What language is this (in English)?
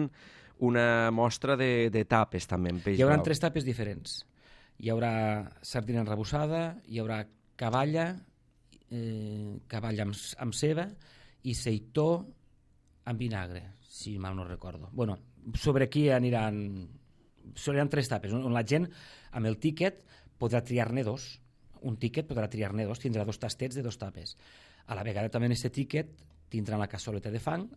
Catalan